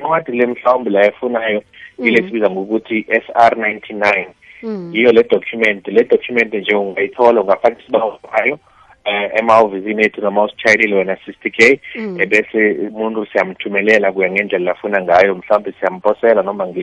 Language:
South Ndebele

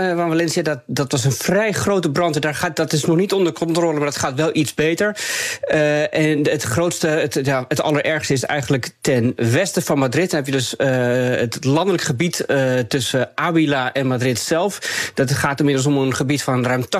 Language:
Dutch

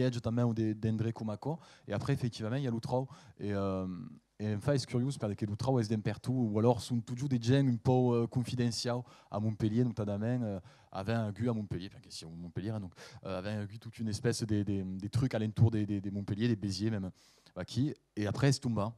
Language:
Occitan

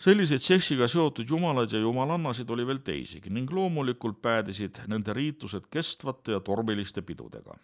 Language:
Estonian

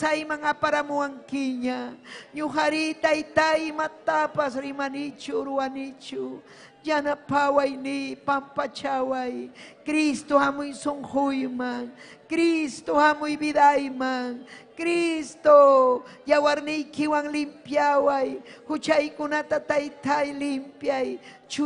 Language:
Ayacucho Quechua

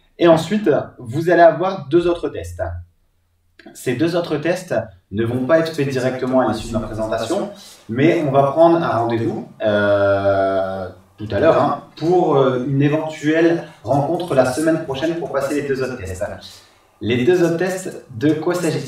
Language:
French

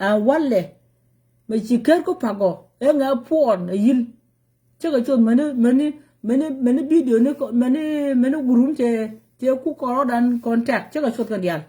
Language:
Nuer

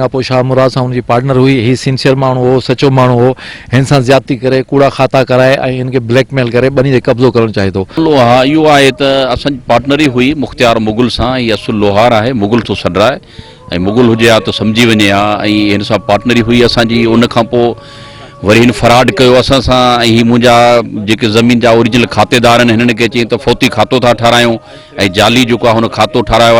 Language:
Sindhi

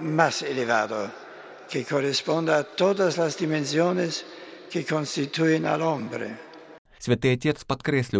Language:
Belarusian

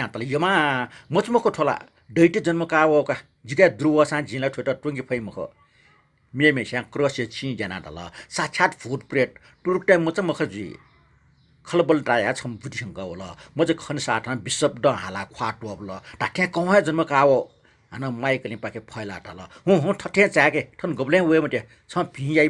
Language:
Newari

